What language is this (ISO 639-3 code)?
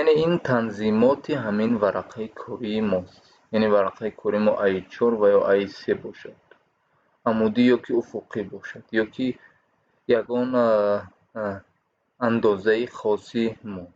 tgk